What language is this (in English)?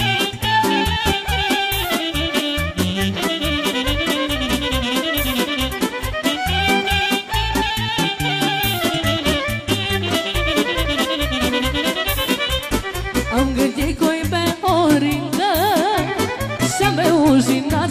Romanian